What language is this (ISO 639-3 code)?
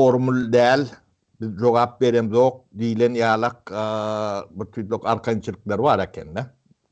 tuk